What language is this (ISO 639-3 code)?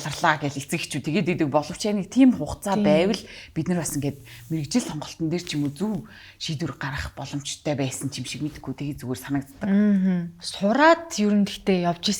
mon